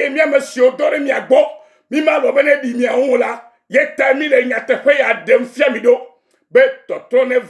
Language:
Ewe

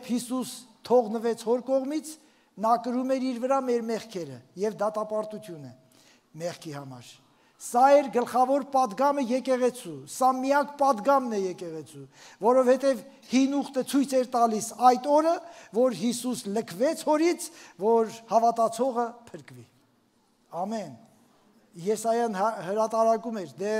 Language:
Armenian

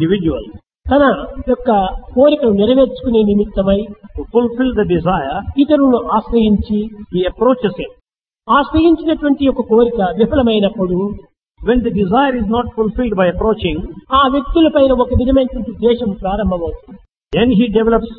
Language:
Telugu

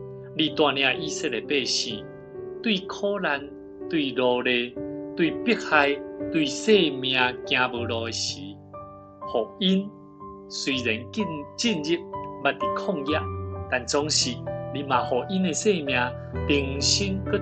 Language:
Min Nan Chinese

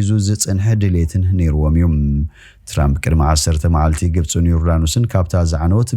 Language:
Tigrinya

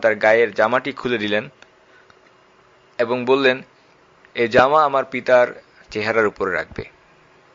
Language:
Bangla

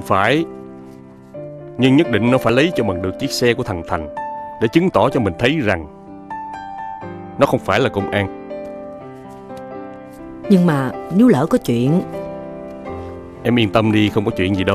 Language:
Vietnamese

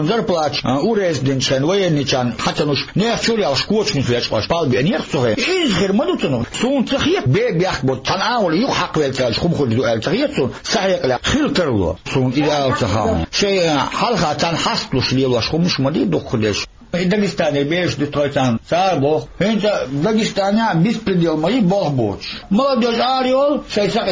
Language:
Chechen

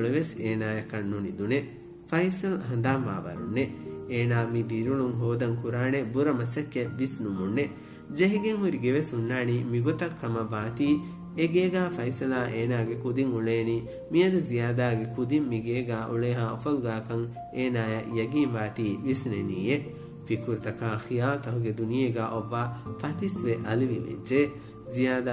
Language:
Divehi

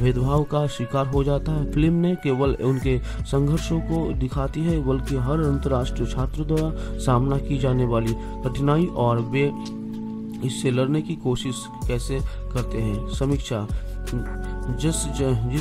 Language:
Hindi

